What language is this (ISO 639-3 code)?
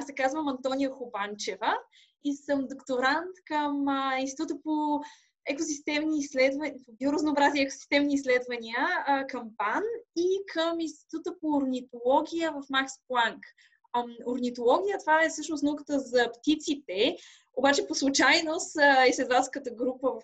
bul